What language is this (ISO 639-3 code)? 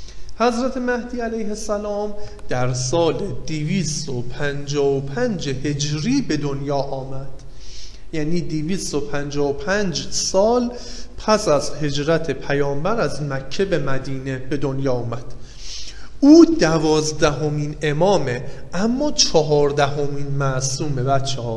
fas